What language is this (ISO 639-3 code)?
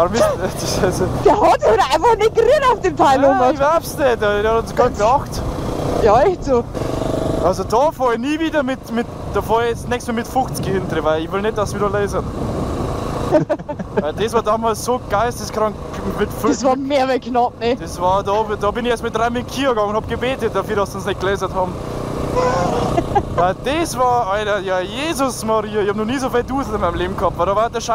bar